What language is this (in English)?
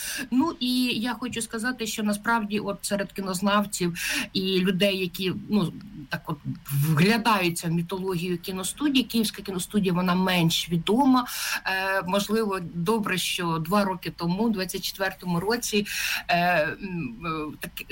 Ukrainian